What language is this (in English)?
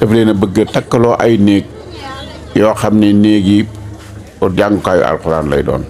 Wolof